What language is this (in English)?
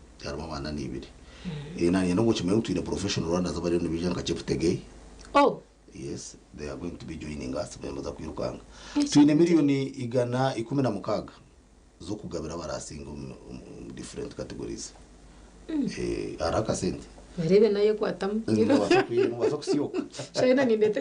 Nyankole